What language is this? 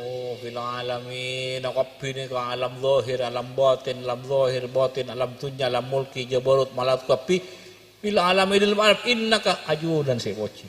Madurese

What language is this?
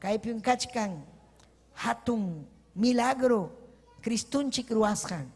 Ayacucho Quechua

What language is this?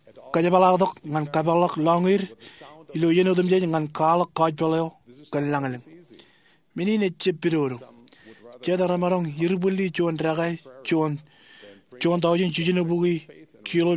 Marshallese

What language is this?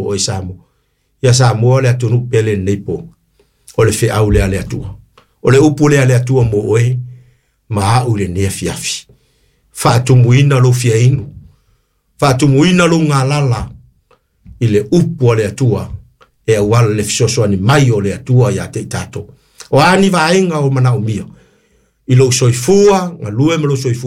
Samoan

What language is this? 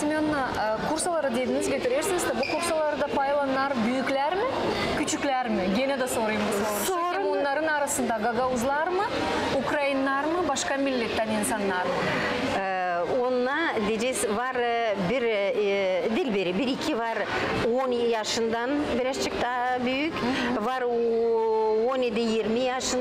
Gagauz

